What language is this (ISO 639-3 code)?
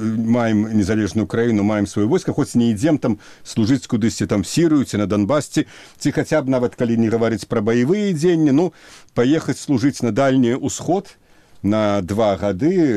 bel